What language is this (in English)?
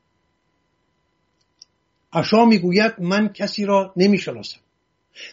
Persian